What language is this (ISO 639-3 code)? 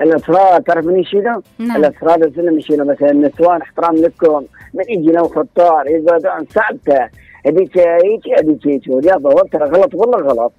acm